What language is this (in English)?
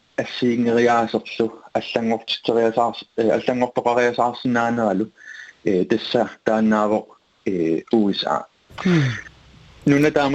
Kalaallisut